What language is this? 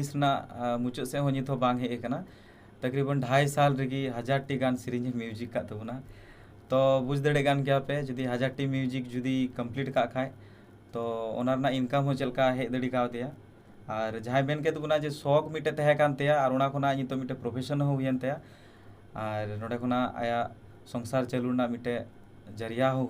Santali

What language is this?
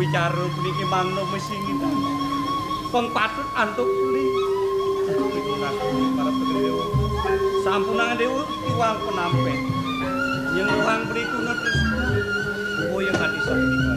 Balinese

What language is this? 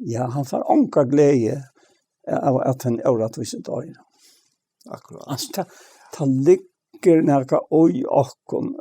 Faroese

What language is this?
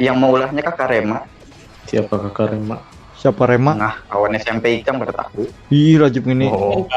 Banjar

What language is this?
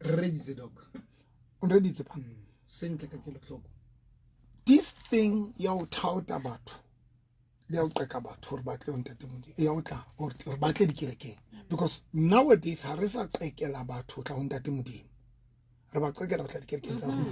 Southern Sotho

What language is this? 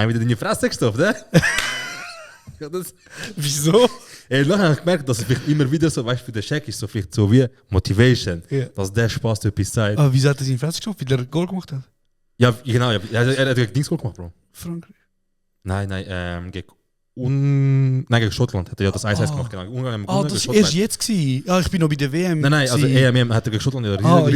Swiss German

